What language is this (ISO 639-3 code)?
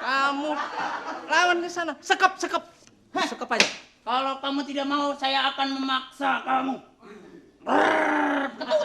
bew